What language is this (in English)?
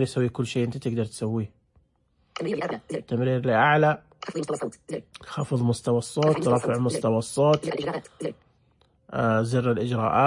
Najdi Arabic